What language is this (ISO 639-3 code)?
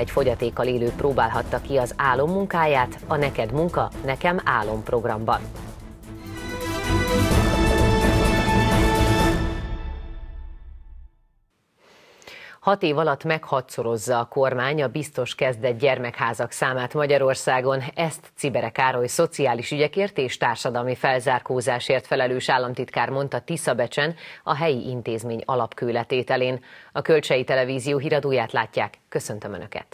hun